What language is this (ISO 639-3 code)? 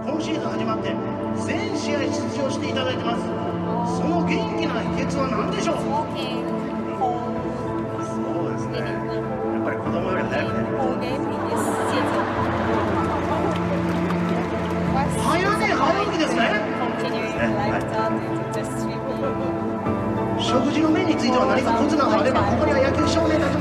jpn